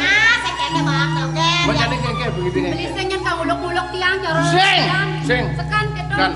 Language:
Balinese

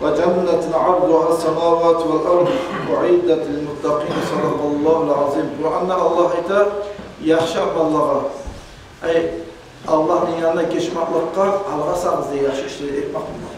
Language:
Kumyk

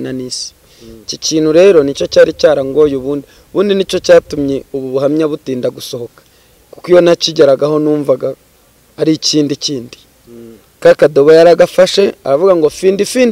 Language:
Kinyarwanda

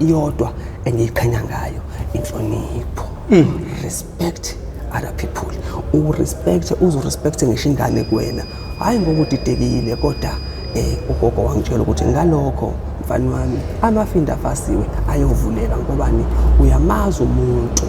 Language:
Zulu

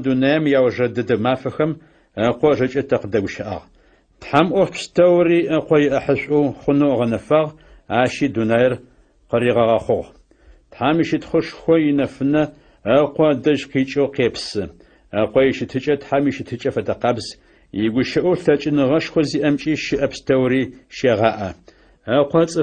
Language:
Adyghe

